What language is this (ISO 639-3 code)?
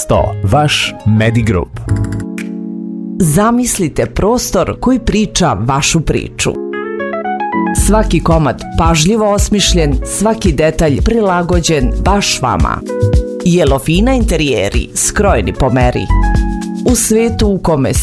srp